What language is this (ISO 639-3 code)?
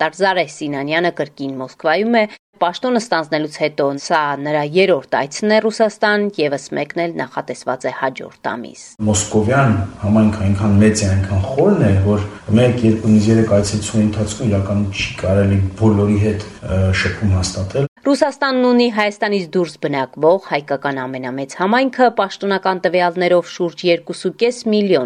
hye